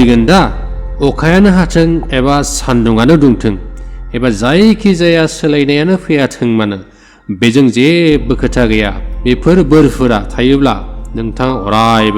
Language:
Bodo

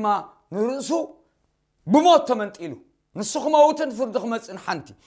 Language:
Tigrinya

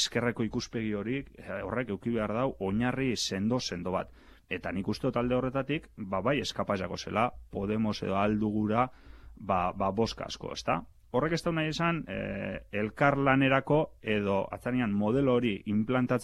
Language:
Basque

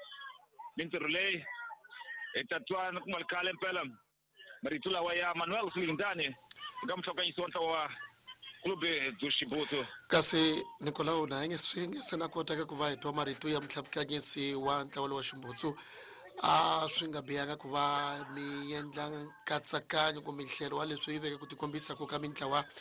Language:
Tsonga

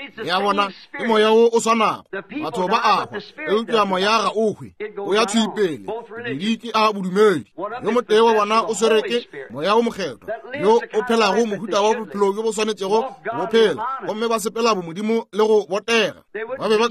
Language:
Northern Sotho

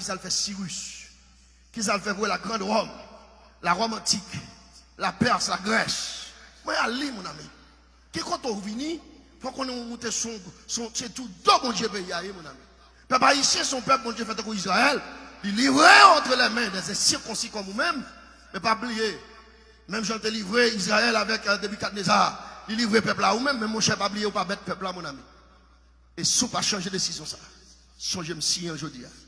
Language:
Haitian Creole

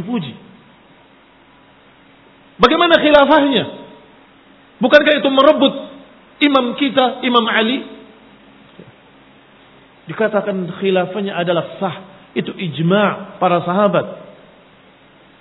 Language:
Indonesian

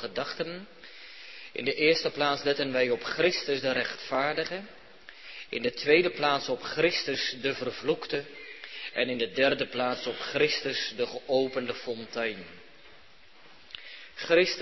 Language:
Dutch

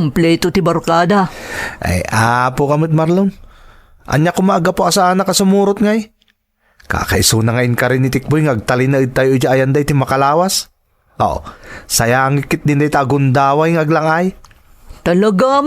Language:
Iloko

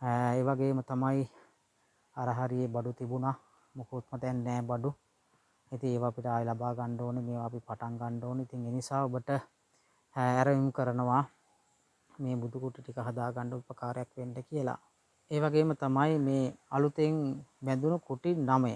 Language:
Sinhala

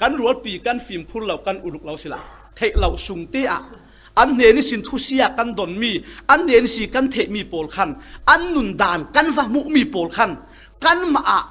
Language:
Falam Chin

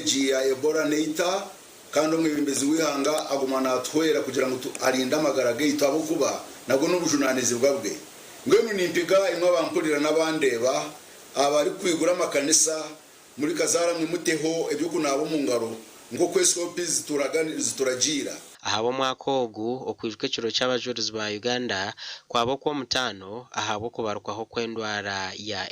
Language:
Nyankole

